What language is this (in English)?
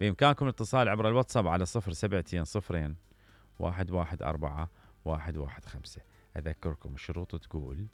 Mesopotamian Arabic